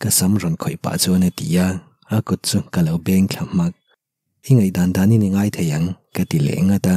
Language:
Mizo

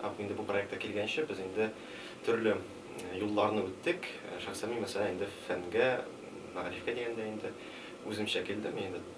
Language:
Tatar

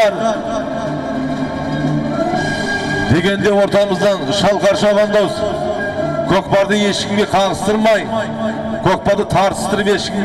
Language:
Kazakh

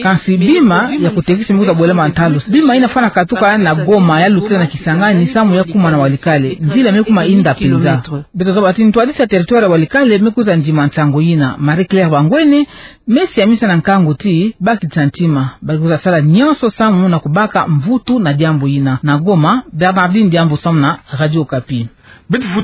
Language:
Kituba (Democratic Republic of Congo)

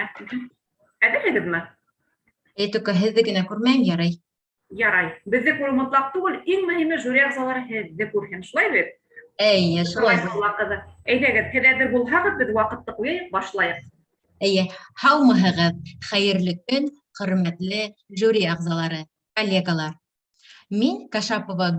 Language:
Bashkir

